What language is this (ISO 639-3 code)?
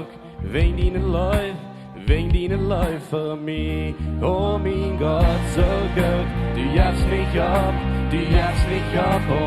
pdt